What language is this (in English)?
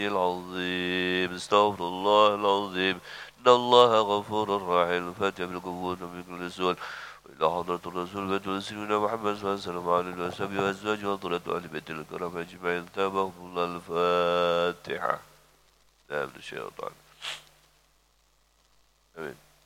Arabic